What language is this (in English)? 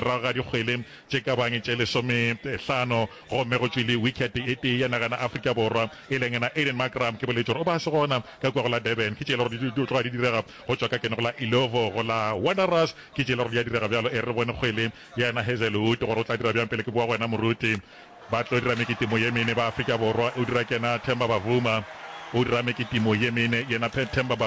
Northern Sotho